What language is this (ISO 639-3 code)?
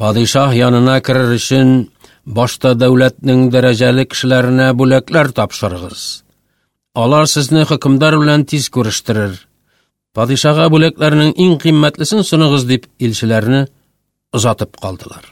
tat